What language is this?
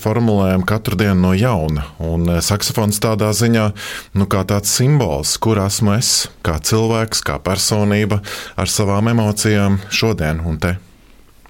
Latvian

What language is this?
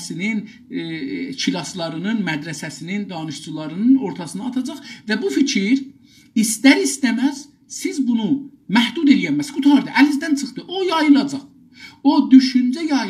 South Azerbaijani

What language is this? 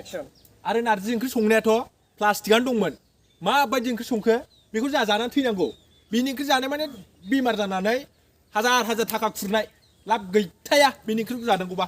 Bodo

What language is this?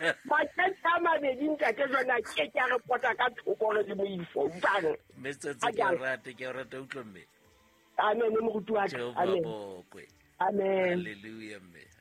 Southern Sotho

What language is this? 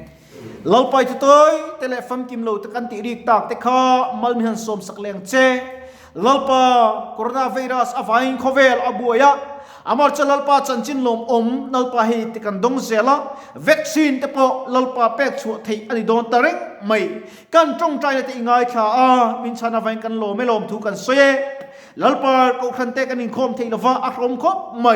Mizo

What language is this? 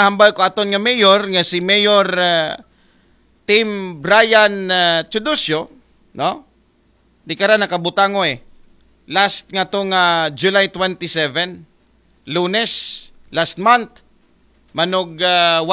Aklanon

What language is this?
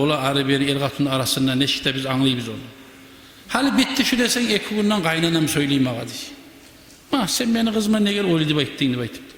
Kumyk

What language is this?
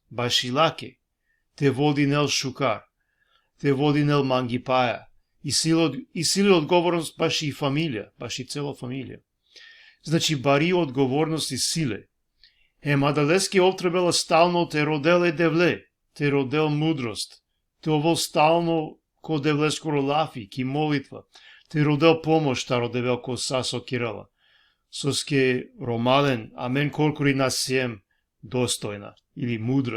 Balkan Romani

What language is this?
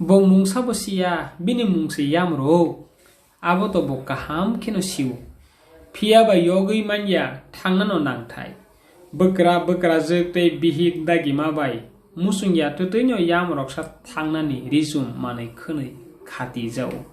Kok Borok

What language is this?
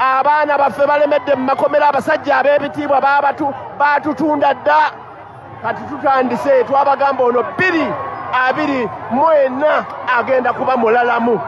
Ganda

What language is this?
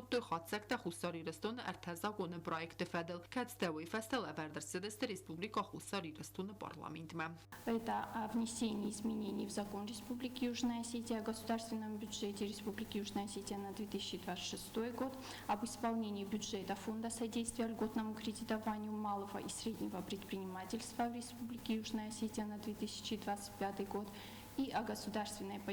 Ossetic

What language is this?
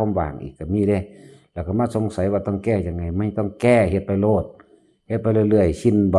Northeastern Thai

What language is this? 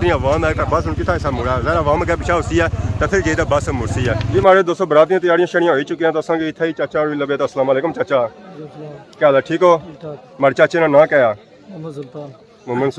Pahari-Potwari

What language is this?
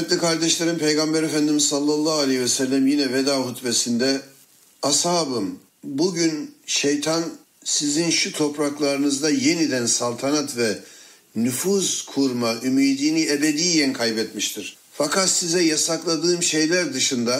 Turkish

